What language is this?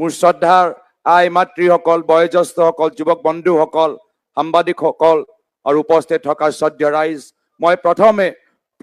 Assamese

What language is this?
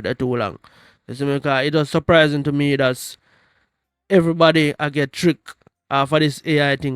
Jamaican Creole English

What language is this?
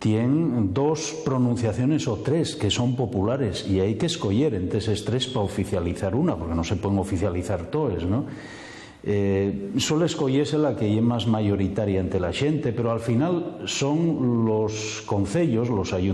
Asturian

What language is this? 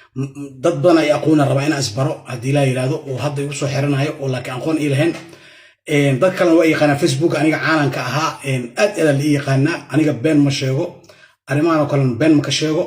Somali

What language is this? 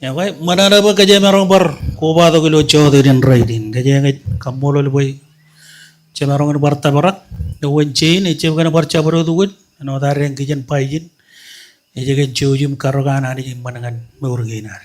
Marshallese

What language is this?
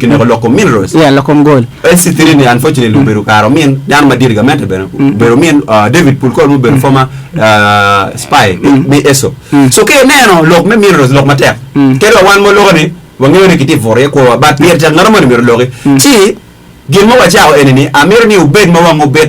Acoli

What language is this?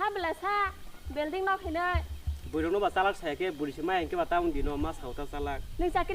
Kok Borok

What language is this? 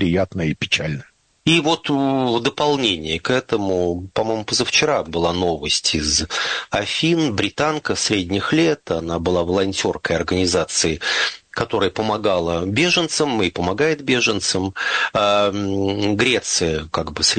Russian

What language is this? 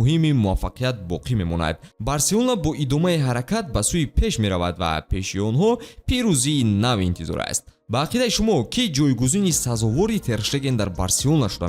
Tajik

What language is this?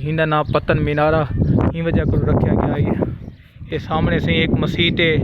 Saraiki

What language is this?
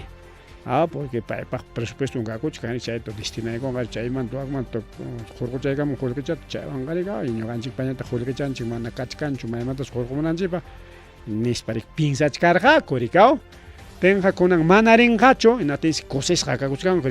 Ayacucho Quechua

